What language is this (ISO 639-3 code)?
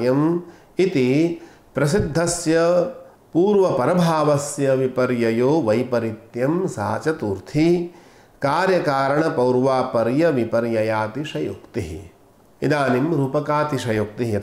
san